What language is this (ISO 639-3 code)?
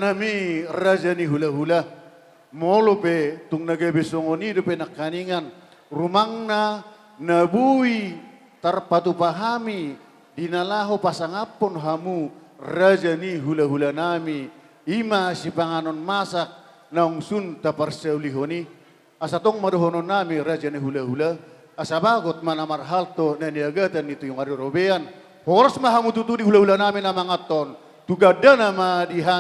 bbc